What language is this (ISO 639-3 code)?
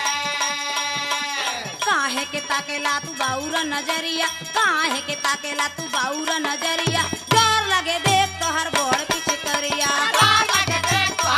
bho